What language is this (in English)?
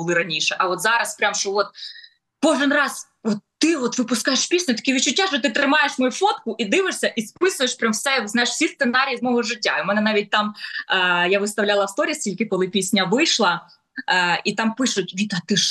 Ukrainian